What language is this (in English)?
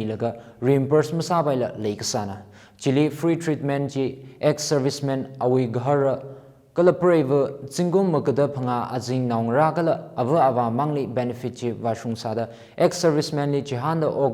Tangkhul Naga (India)